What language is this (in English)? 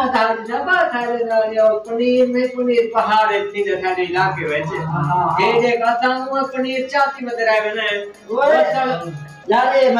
Saraiki